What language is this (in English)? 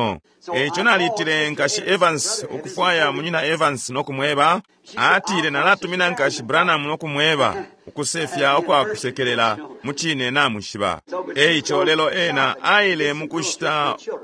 Bemba